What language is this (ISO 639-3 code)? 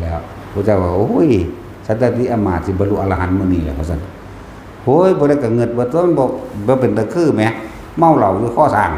tts